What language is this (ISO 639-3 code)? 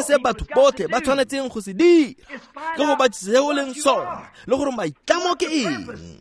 tsn